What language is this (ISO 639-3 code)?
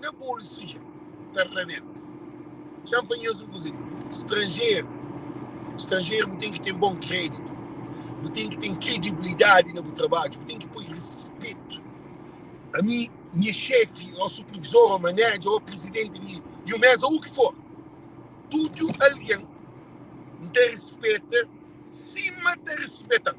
kea